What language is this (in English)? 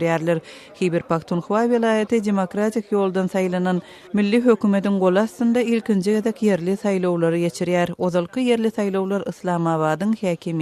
Turkmen